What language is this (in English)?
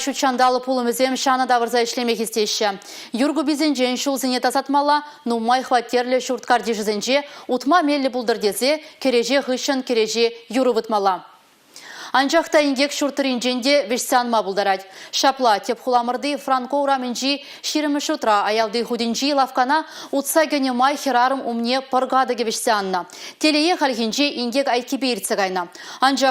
Chuvash